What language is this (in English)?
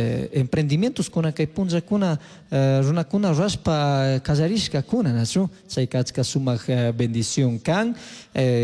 Chimborazo Highland Quichua